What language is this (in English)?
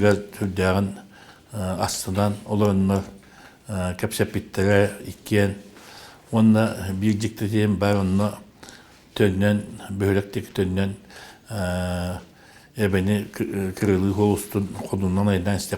Yakut